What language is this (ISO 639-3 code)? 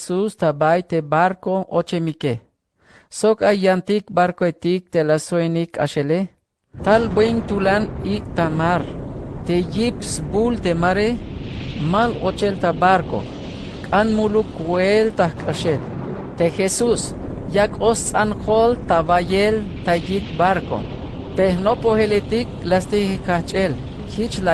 tzh